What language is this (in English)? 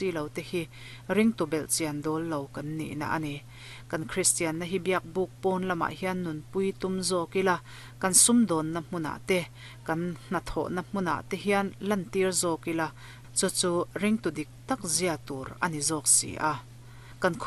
Mizo